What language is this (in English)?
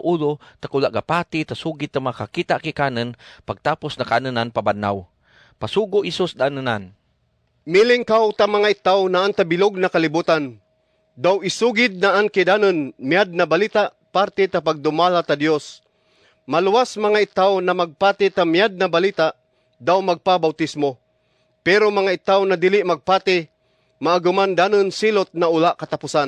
Kagayanen